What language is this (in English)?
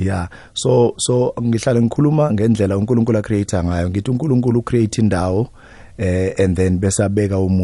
South Ndebele